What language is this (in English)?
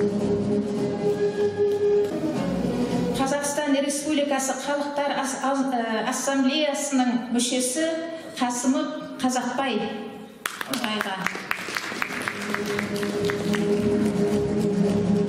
Kazakh